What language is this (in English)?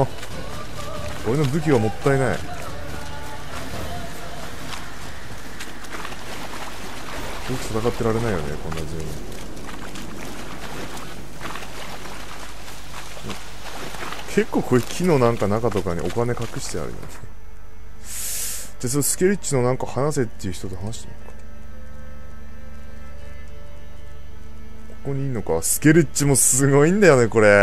Japanese